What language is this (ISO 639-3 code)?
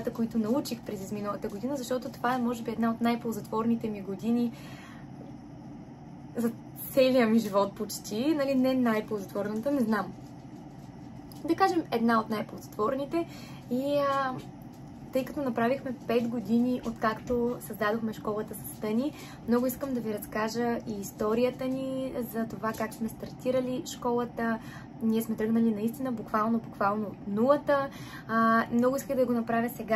bul